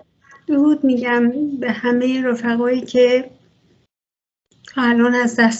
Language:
Persian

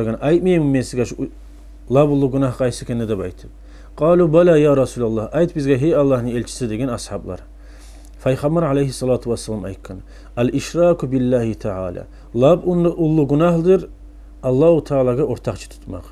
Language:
Kumyk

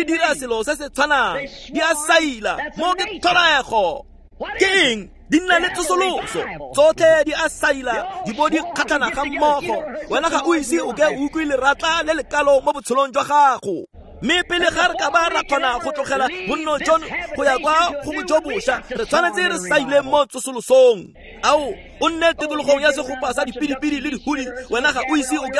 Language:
Tswana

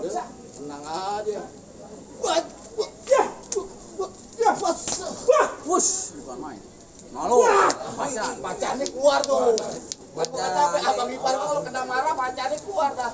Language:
Betawi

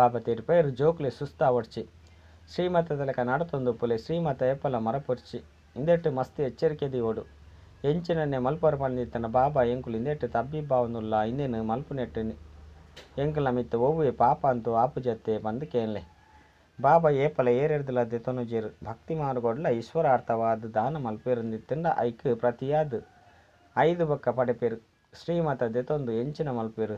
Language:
Tulu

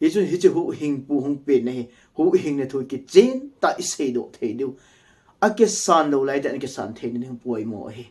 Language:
Thado Chin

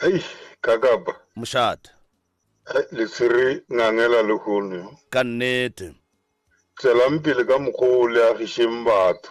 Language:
Northern Sotho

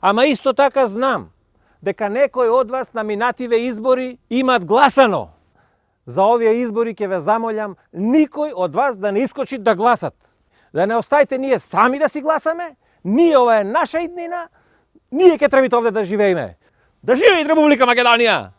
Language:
Macedonian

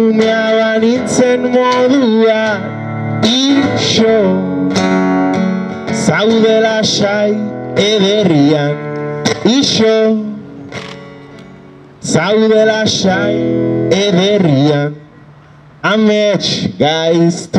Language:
Basque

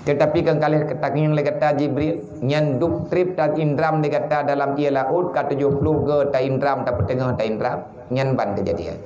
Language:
Achinese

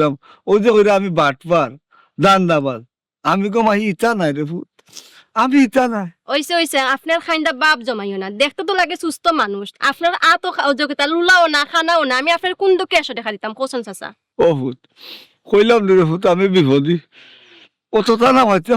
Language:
Sylheti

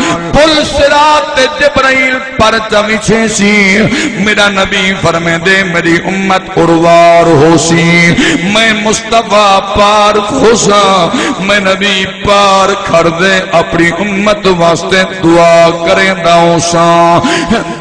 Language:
Saraiki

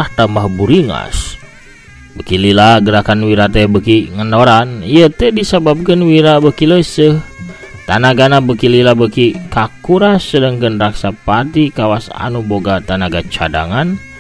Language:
Sundanese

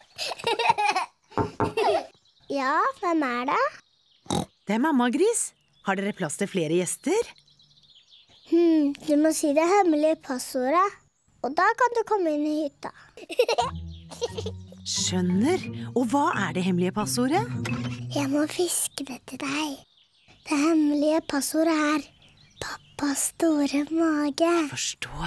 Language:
Norwegian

